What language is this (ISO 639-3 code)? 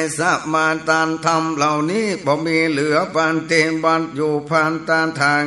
nod